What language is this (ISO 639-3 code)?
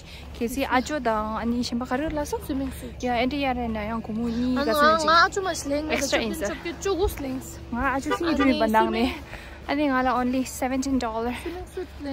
bod